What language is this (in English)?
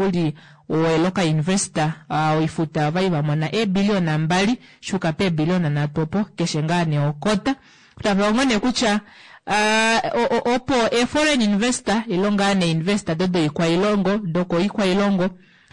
Kuanyama